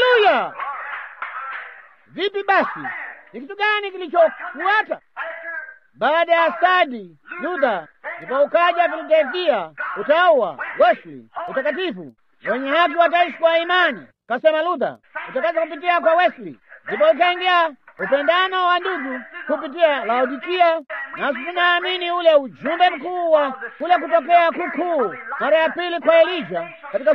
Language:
Swahili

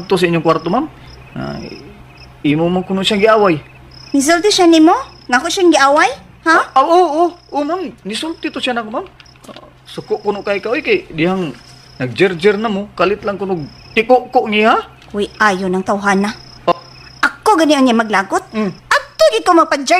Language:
Cebuano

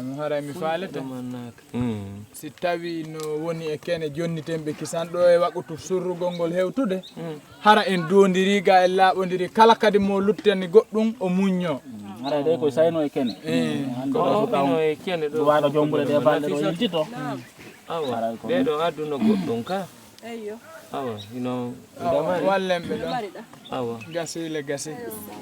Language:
Fula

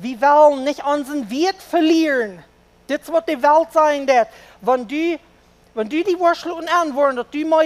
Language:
Plautdietsch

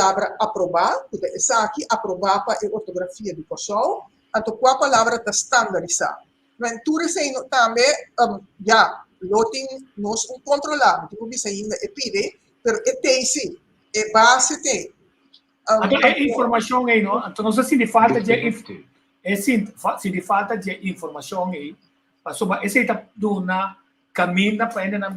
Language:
Papiamento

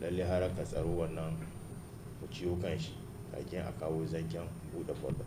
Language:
Hausa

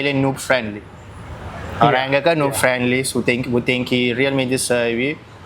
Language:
Kabuverdianu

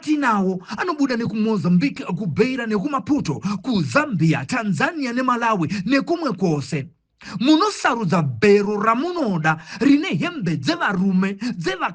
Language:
Shona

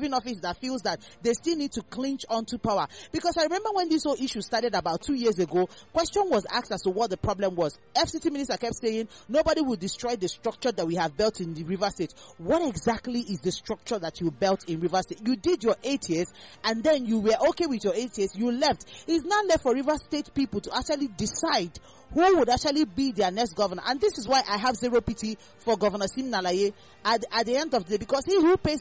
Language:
English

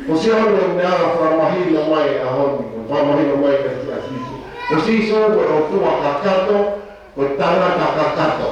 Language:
Tongan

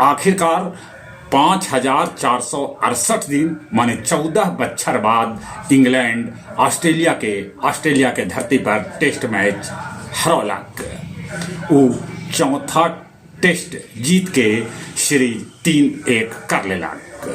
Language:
Magahi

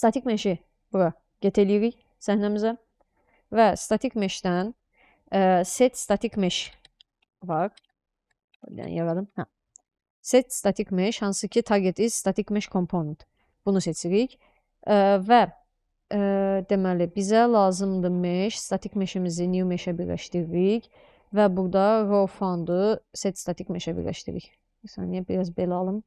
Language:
Azerbaijani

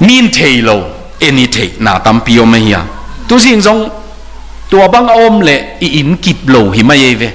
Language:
Tedim Chin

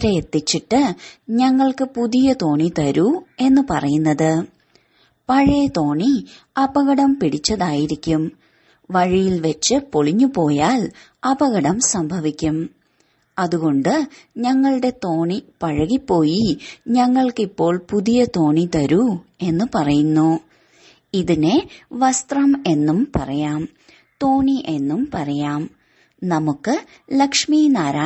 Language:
Malayalam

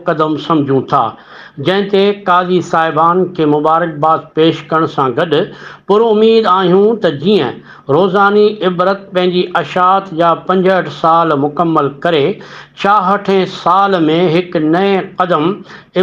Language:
Sindhi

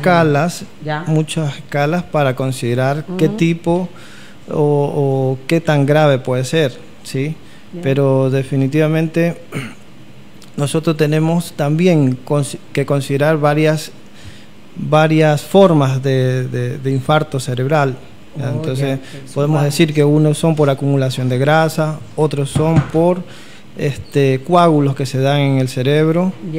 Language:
Spanish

